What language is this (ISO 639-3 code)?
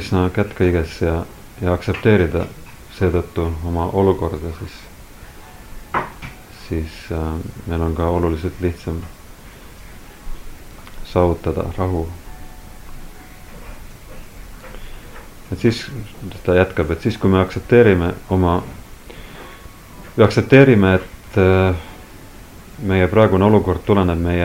est